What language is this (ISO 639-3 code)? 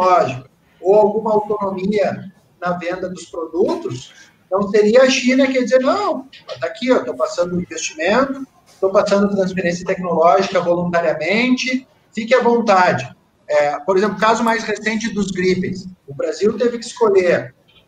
por